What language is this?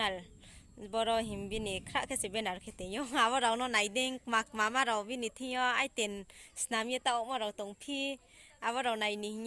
Riang (India)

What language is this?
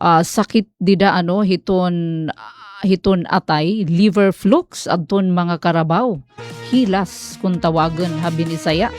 Waray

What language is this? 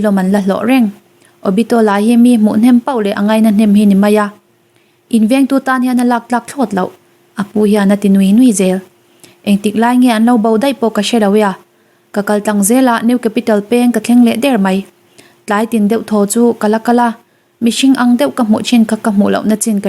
Mizo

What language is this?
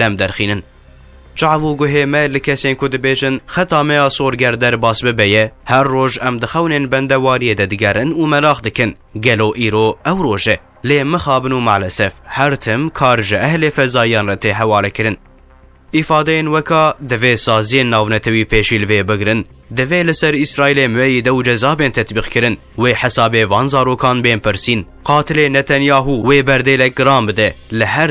Kurdish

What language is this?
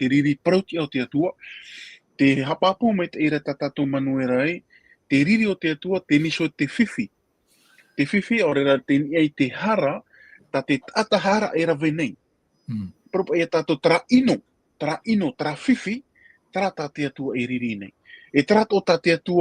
Tahitian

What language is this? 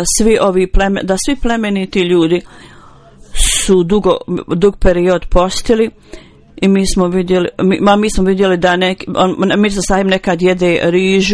Bosnian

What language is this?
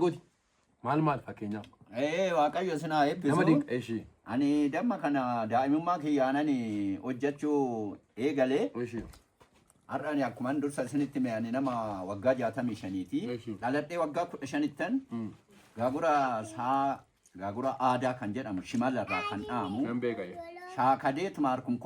Oromo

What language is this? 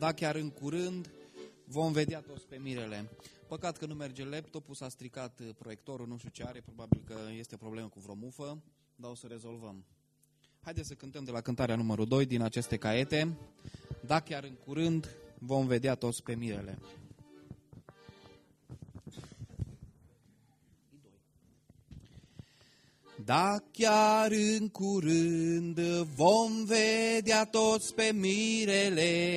Romanian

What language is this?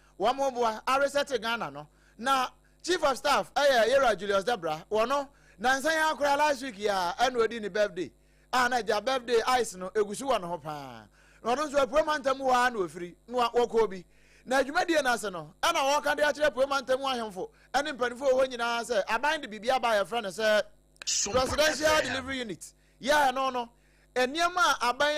Akan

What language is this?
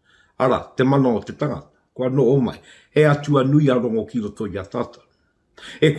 Māori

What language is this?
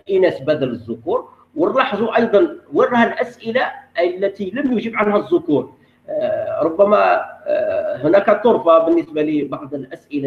Arabic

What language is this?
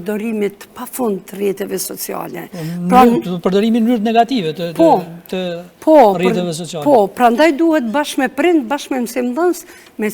Albanian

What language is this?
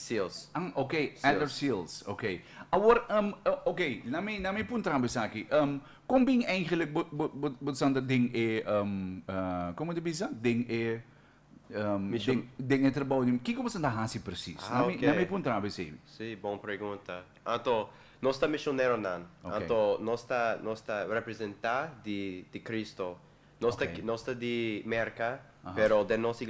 Papiamento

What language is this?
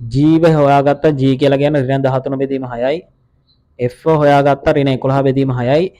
Sinhala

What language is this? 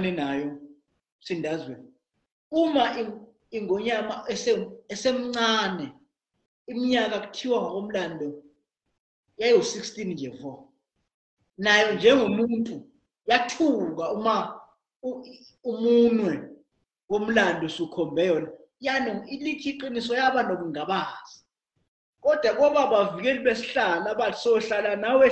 Zulu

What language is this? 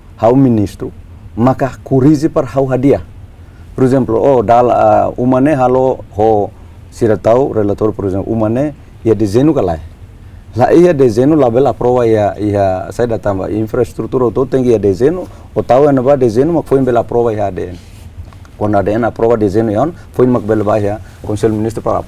Tetum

